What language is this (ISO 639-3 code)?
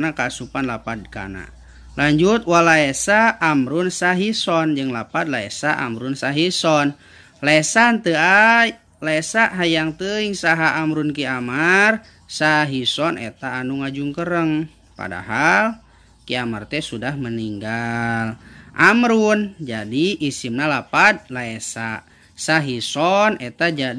sun